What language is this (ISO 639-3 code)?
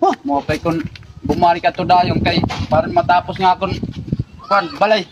war